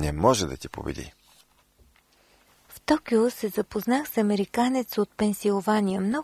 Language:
Bulgarian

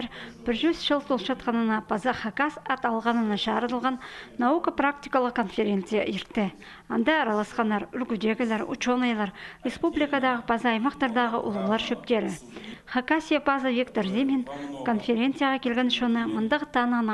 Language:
Khakas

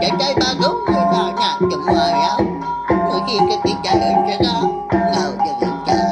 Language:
Iban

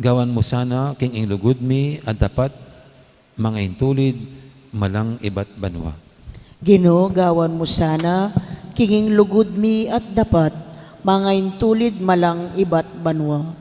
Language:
Pampanga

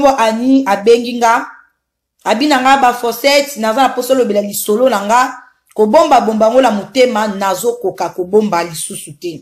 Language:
Lingala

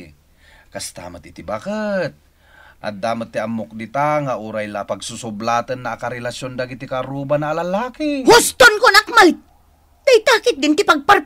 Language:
Iloko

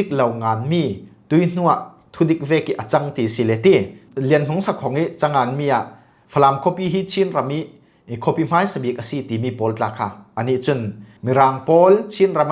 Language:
Falam Chin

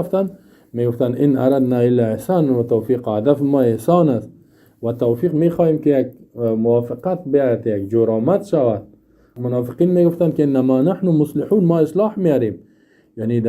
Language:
Persian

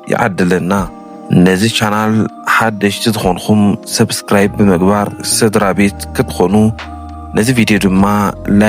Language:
Tigrinya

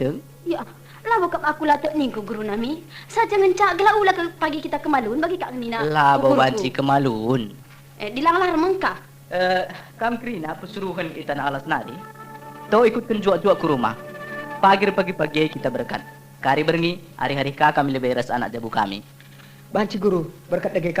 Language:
Batak Karo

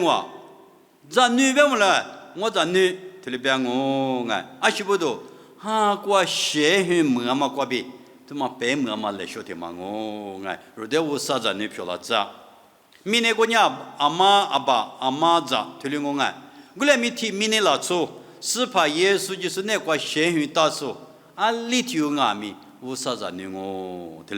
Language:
Lisu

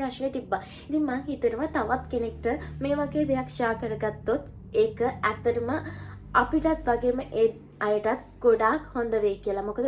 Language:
Sinhala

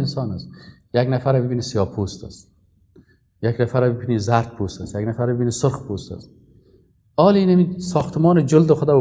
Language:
Persian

